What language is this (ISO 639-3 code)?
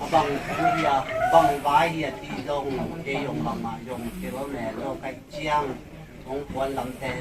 ctd